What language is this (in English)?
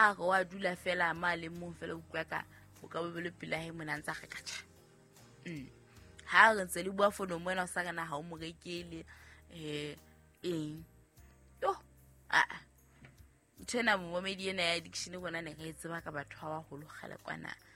Southern Sotho